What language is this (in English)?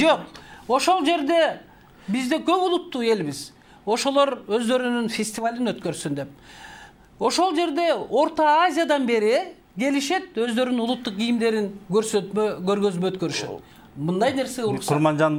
Kyrgyz